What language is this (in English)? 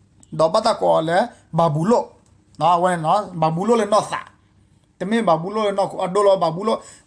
S'gaw Karen